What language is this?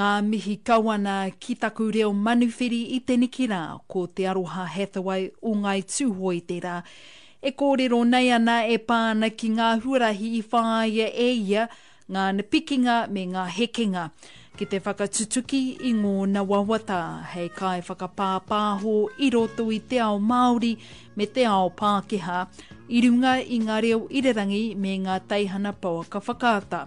Māori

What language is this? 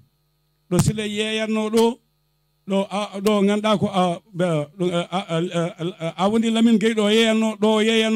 Fula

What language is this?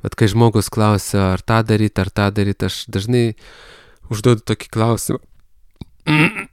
Lithuanian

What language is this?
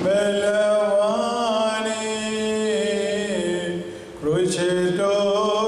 Malayalam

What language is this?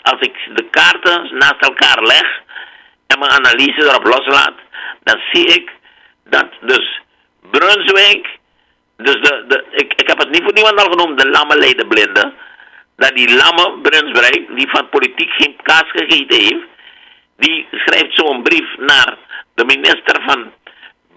Dutch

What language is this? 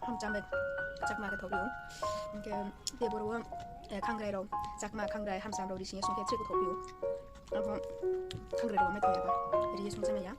Riang (India)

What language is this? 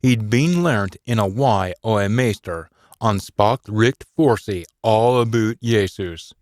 Scots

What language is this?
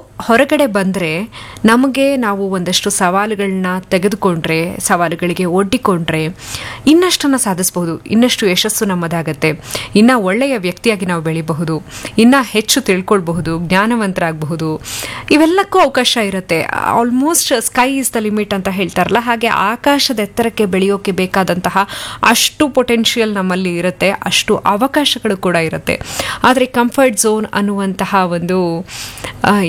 Kannada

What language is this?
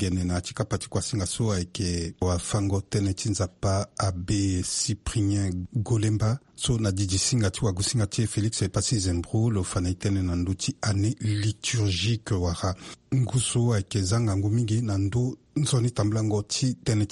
Sango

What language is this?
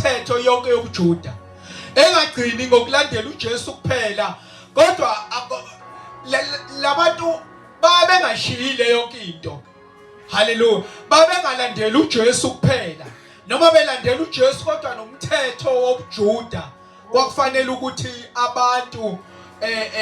Zulu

